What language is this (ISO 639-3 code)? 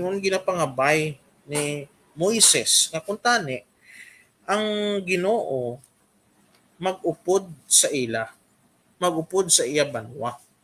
hil